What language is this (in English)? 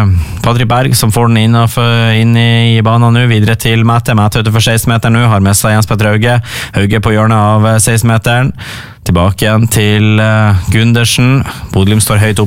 Norwegian